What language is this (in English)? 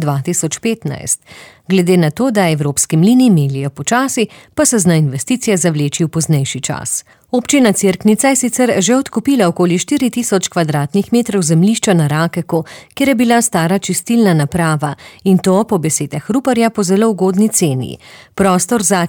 Slovenian